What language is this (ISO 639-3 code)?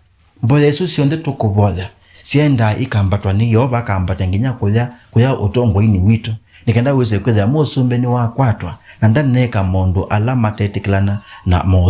kam